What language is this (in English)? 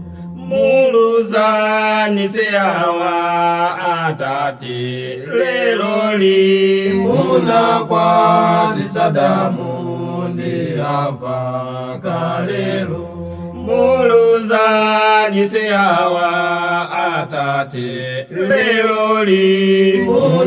Nyanja